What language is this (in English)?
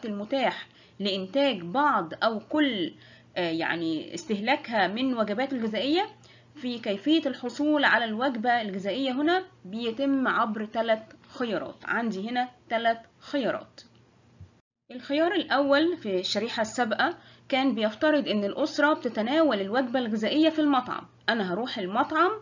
Egyptian Arabic